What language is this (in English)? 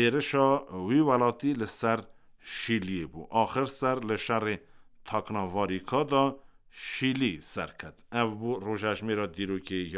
Kurdish